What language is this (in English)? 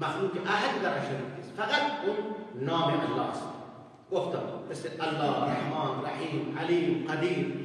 Persian